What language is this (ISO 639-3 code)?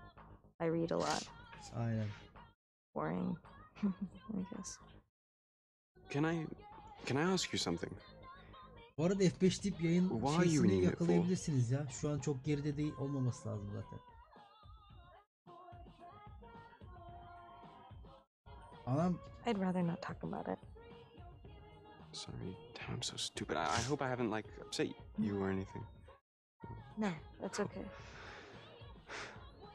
tur